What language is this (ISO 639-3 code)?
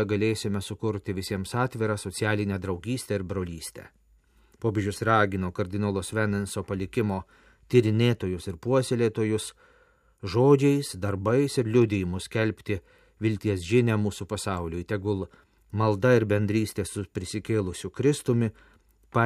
lit